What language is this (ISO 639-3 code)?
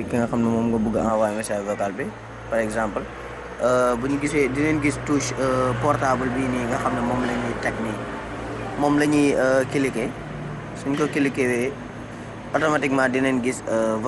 wol